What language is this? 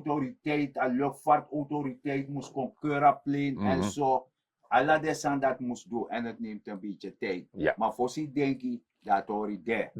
Sranan Tongo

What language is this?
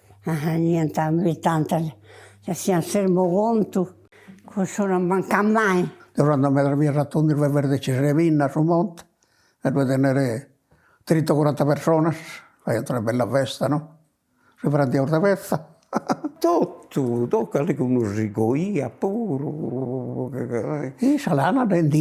Sardinian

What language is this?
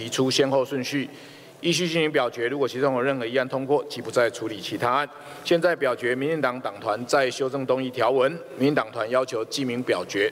Chinese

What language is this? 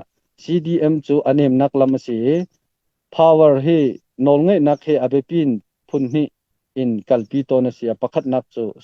Hakha Chin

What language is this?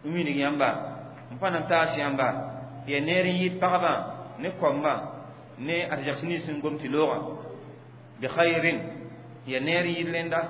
Mossi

